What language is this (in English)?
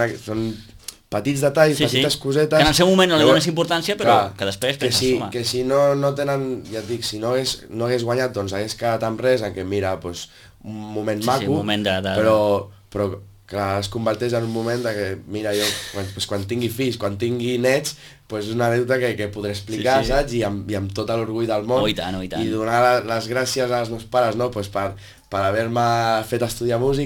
Catalan